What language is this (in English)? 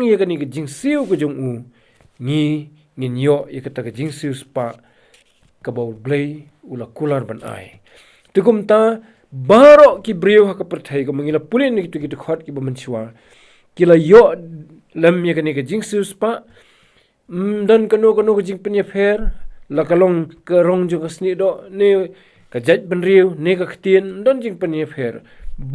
Khasi